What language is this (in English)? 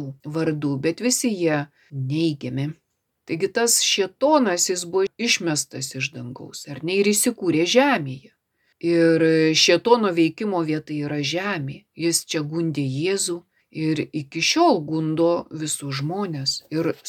Lithuanian